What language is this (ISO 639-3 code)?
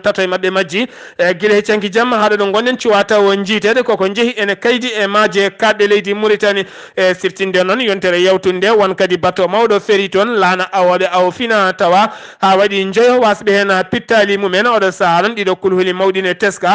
ful